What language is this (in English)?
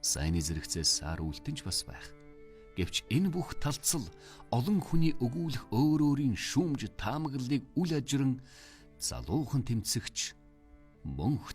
Mongolian